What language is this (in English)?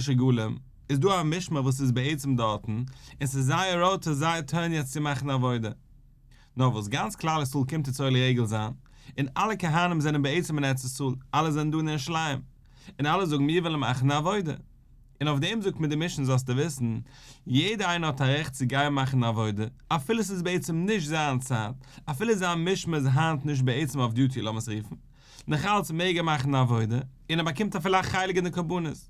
Yiddish